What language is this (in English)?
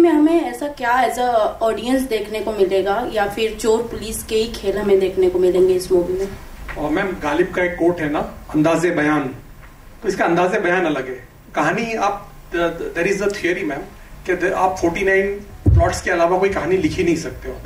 Hindi